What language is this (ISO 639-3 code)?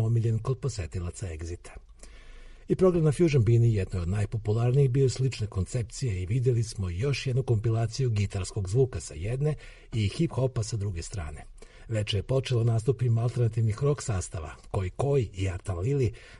srp